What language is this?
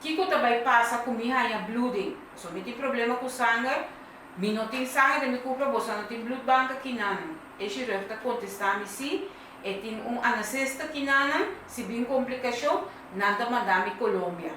Papiamento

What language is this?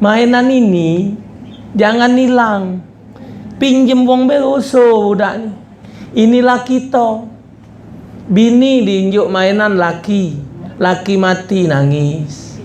Musi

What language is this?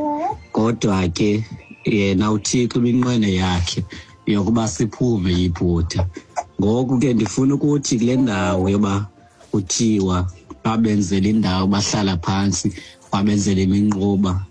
Xhosa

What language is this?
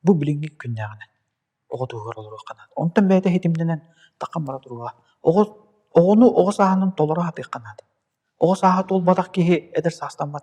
Yakut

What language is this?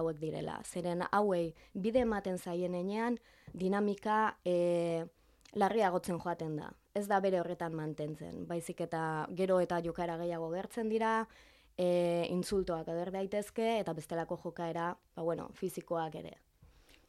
Basque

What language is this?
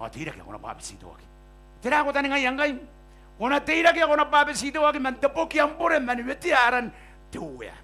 Gilbertese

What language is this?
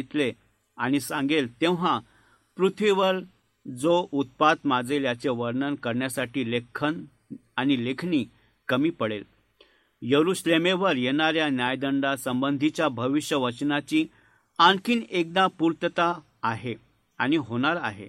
Marathi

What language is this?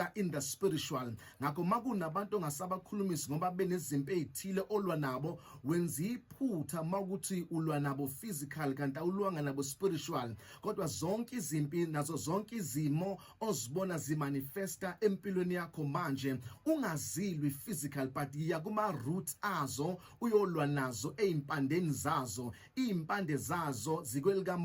Zulu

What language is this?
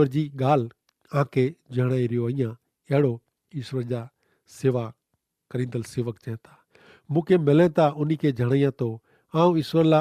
Kachhi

